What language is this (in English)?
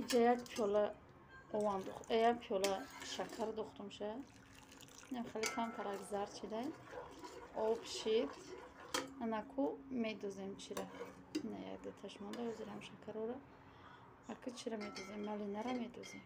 Tajik